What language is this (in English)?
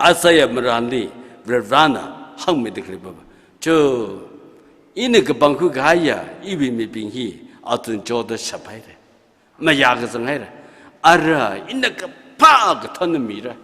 Tangkhul Naga (India)